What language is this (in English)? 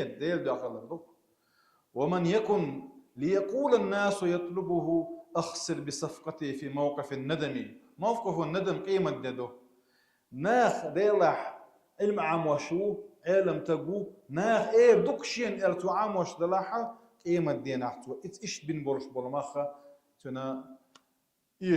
Chechen